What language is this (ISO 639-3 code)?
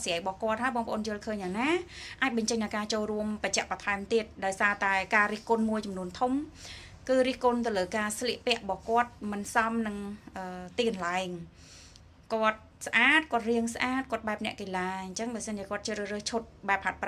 khm